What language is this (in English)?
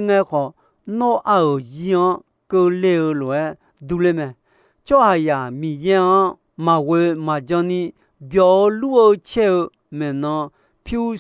Akha